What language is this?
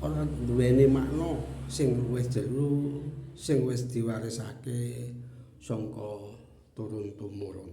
Javanese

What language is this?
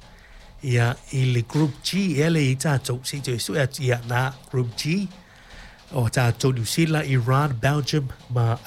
Samoan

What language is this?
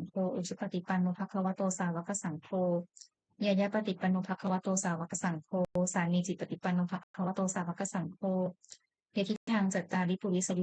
Pali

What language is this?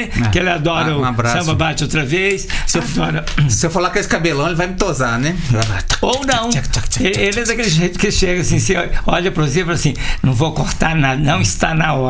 Portuguese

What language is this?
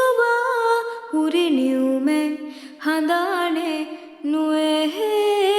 Divehi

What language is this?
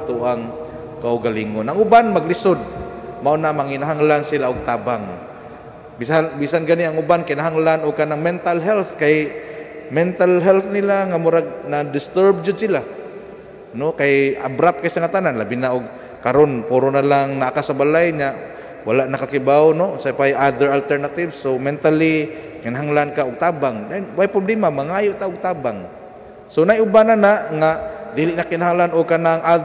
Cebuano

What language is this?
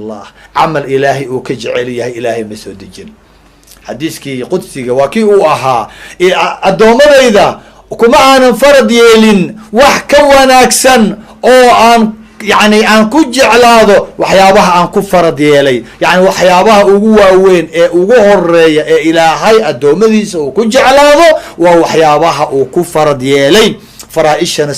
Somali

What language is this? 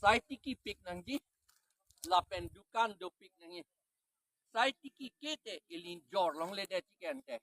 Karbi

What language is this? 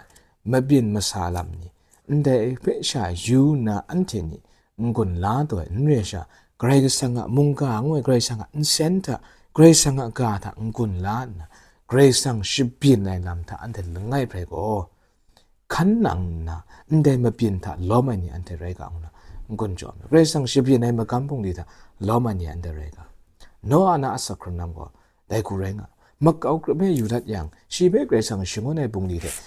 Kachin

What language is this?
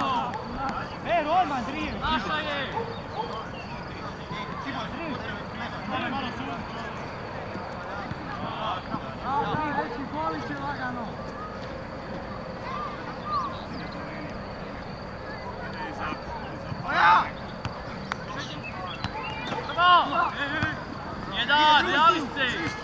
Croatian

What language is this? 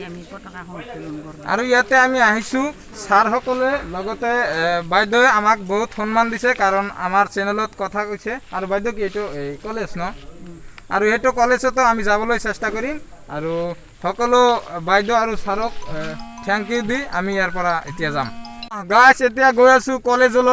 Assamese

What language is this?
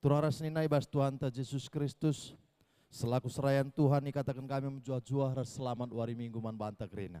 Batak Karo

